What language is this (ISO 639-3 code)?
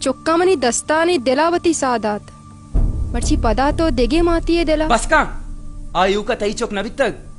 bal